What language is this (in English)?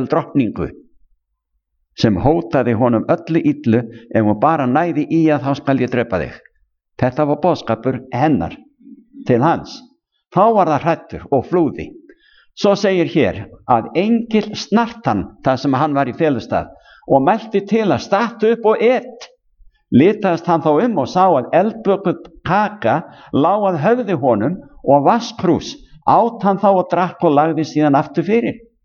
Icelandic